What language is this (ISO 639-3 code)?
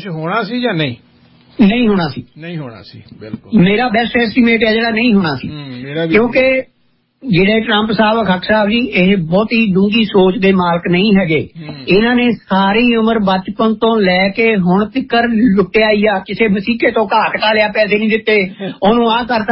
pan